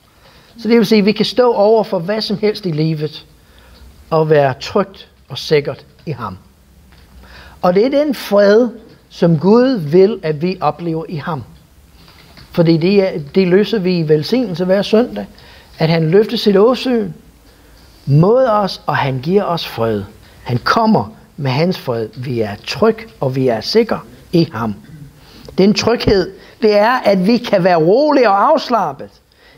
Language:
Danish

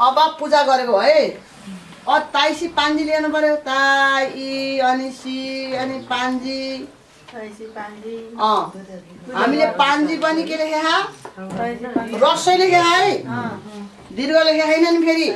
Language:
Nepali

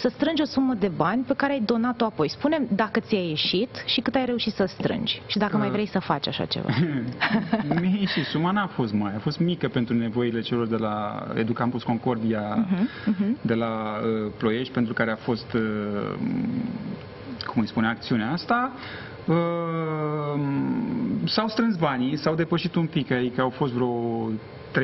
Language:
Romanian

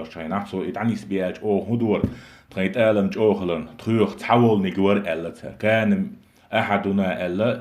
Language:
Chechen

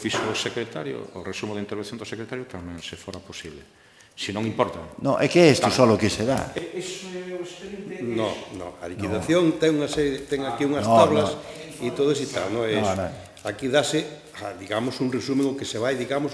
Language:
Galician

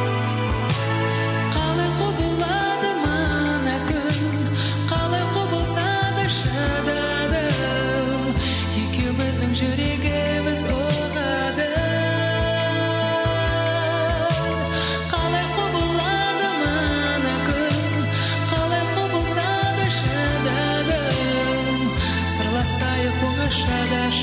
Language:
Kazakh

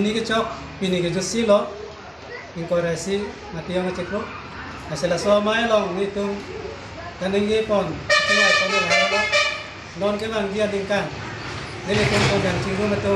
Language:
Karbi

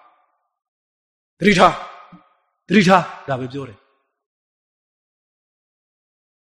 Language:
Burmese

